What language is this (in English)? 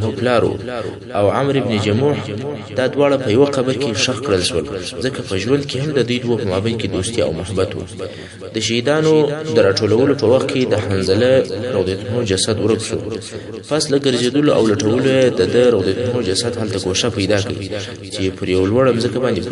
Pashto